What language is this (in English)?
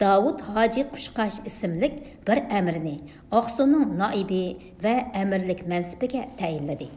Uyghur